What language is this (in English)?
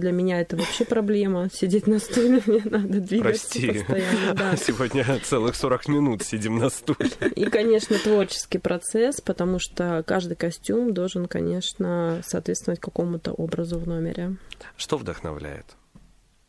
Russian